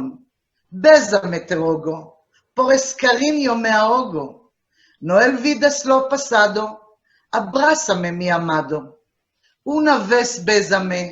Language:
Ladino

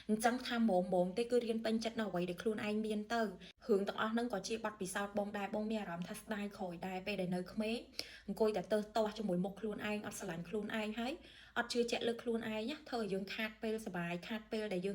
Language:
Khmer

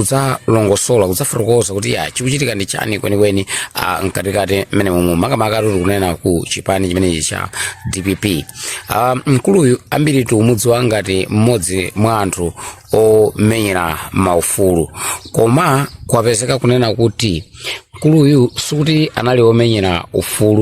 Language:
Nyanja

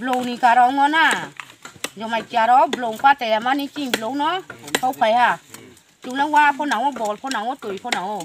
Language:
Riang (India)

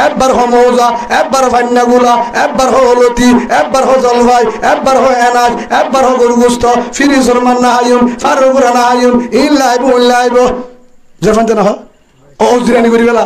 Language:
Rohingya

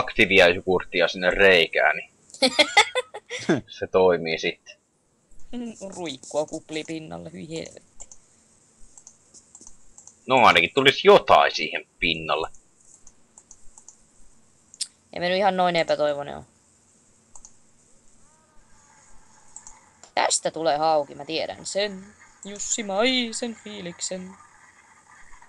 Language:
Finnish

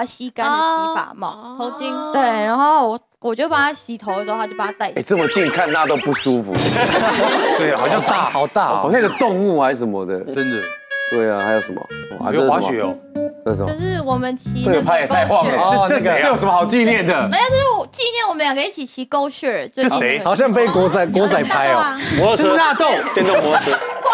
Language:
Chinese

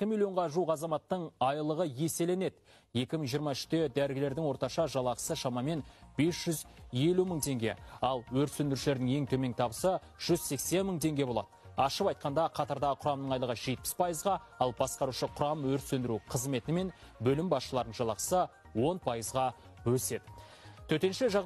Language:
Kazakh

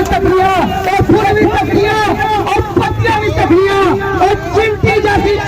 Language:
Pahari-Potwari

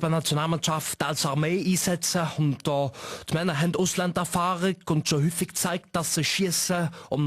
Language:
Swiss German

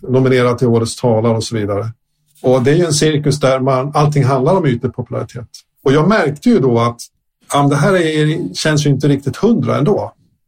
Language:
Swedish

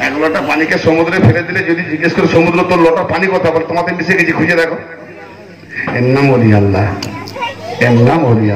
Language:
Bangla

